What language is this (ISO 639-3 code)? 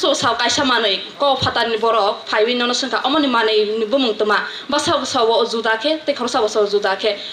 trp